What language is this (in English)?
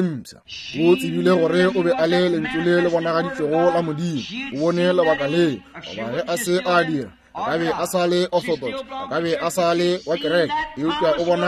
Northern Sotho